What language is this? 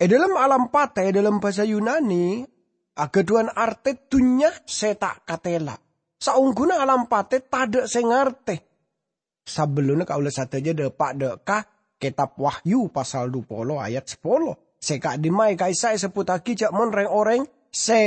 Madurese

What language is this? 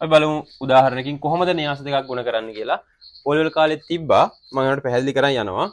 Sinhala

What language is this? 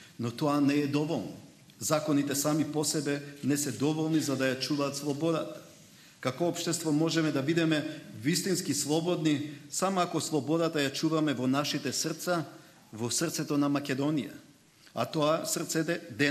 Macedonian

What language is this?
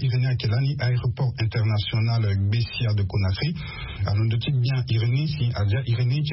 Sango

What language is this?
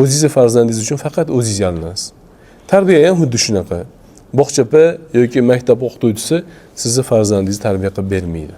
Uzbek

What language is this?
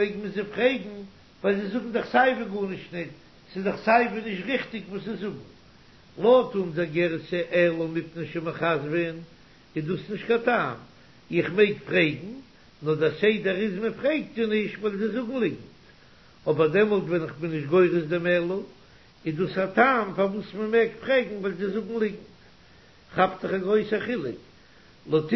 Yiddish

